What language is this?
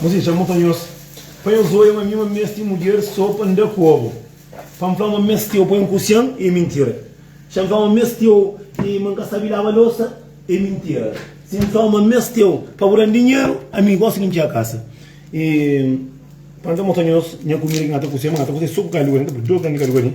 Kabuverdianu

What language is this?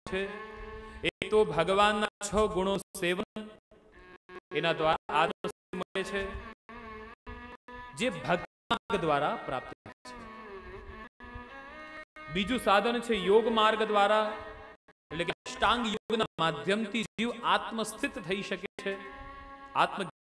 Gujarati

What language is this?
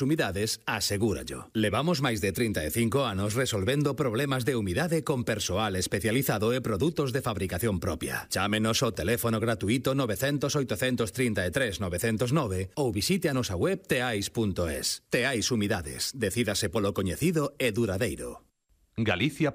Galician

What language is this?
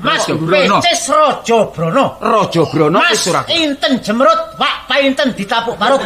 Javanese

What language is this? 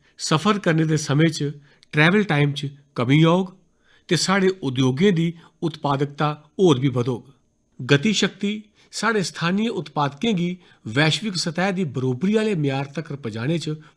Dogri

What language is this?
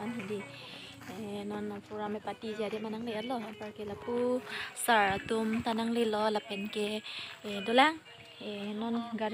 Karbi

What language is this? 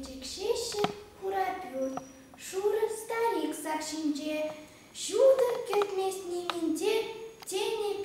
Chuvash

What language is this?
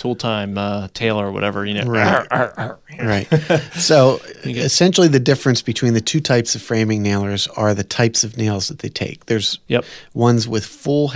English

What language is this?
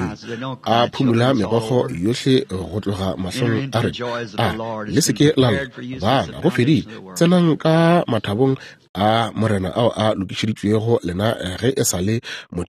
Northern Sotho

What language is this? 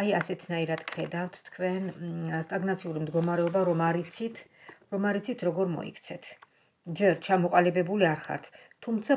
Georgian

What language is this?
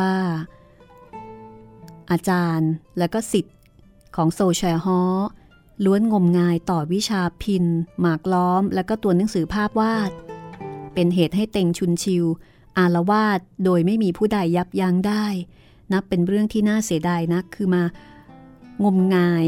Thai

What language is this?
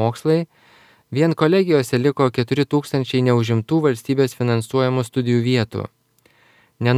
Lithuanian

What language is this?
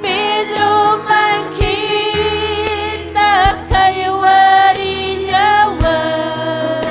Ayacucho Quechua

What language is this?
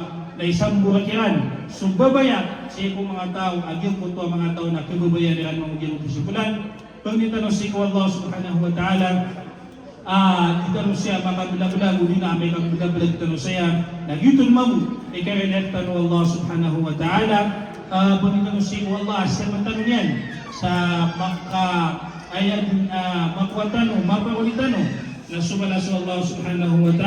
Maranao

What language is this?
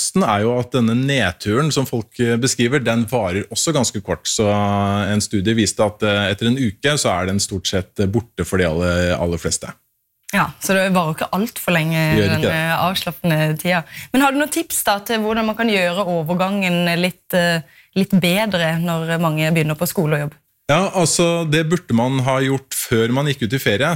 Norwegian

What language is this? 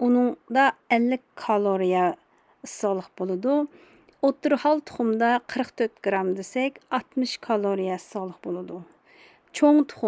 Uyghur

